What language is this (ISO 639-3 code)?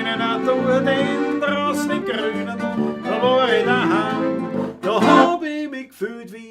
bar